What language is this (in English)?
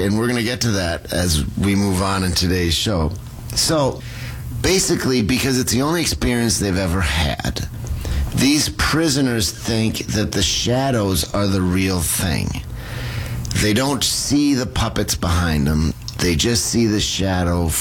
English